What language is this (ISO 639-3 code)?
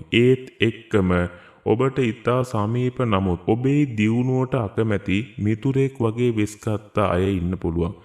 sin